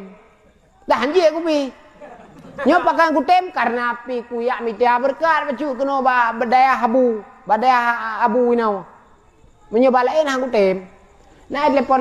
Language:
Achinese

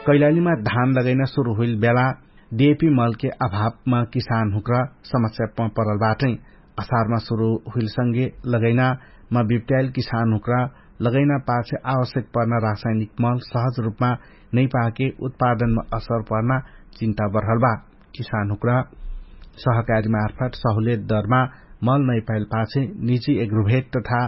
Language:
Dangaura Tharu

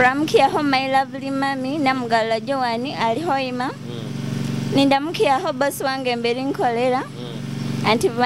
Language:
Nyoro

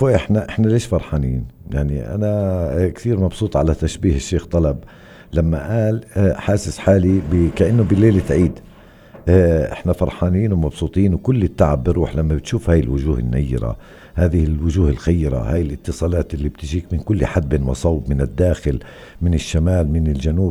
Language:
North Levantine Arabic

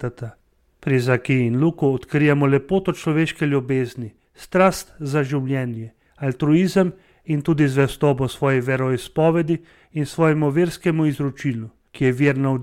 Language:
Slovenian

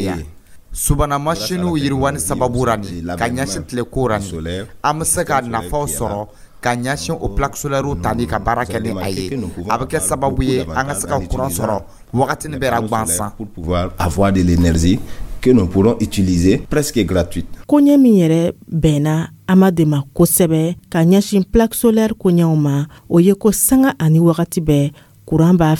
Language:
Dyula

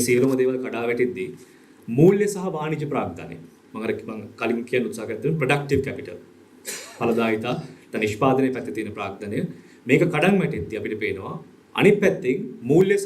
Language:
Sinhala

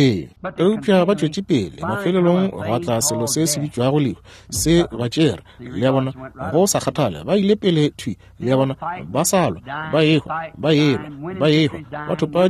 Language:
Northern Sotho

